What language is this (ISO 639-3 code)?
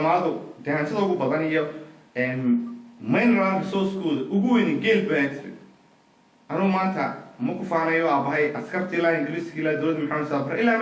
som